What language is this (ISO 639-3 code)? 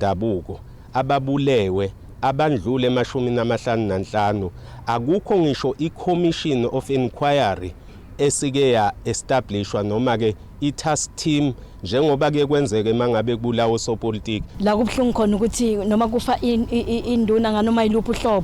zul